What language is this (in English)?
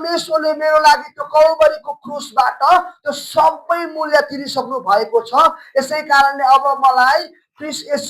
Nepali